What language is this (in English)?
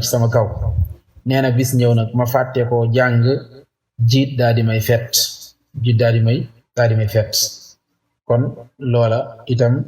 Wolof